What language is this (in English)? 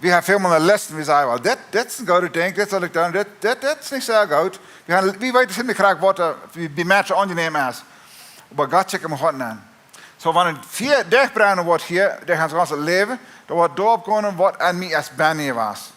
Plautdietsch